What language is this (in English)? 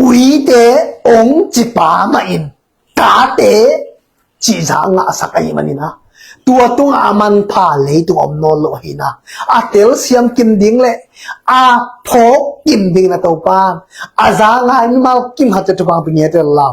Tedim Chin